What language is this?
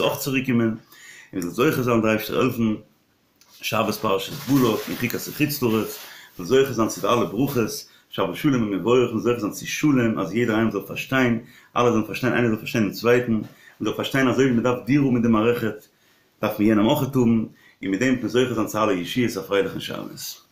Yiddish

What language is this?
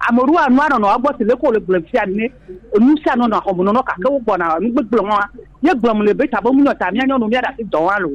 Gen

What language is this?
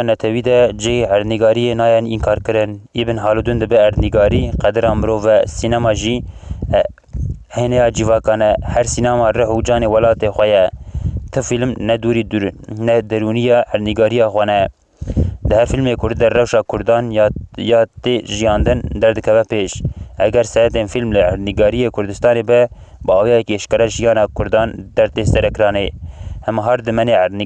Kurdish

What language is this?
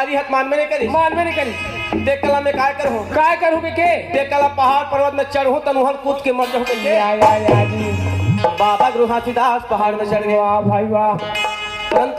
Chhattisgarhi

